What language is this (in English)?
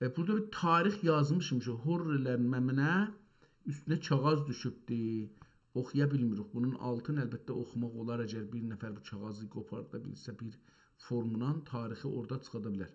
South Azerbaijani